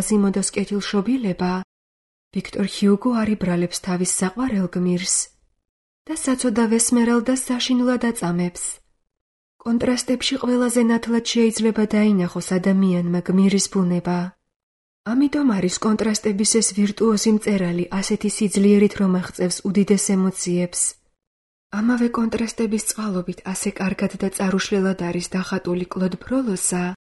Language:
Georgian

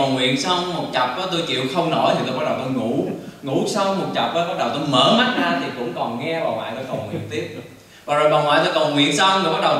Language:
Vietnamese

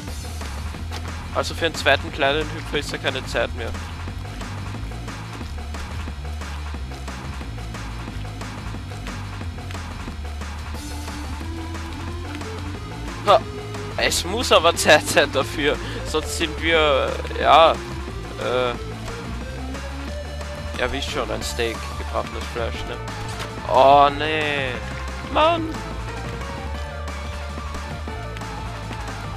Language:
German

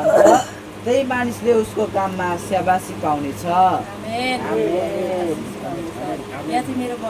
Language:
Nepali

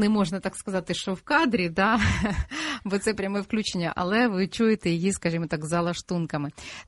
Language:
Ukrainian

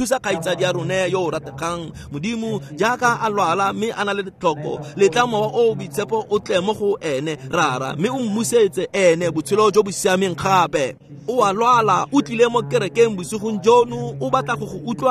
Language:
Tswana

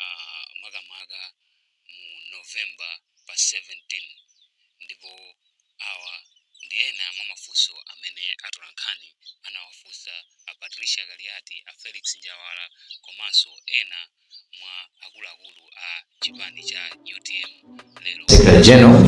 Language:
Nyanja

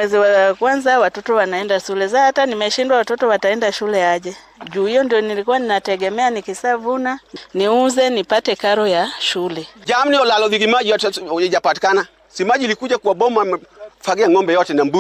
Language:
Gusii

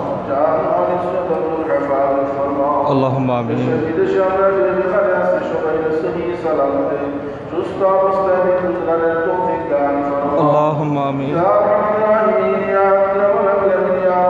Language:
Sylheti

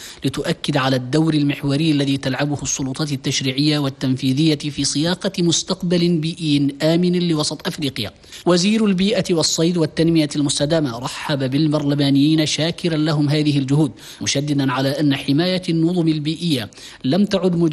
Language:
Arabic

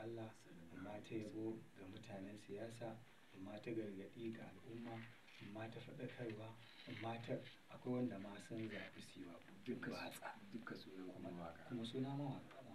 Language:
Hausa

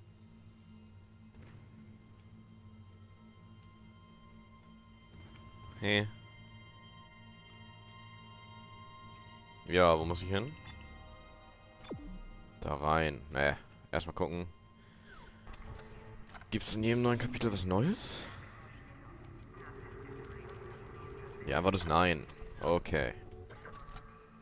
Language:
German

